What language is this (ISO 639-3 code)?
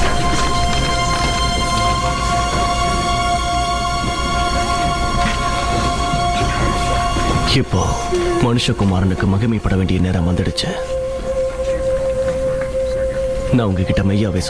tam